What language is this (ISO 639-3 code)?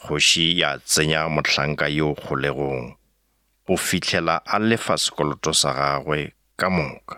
nso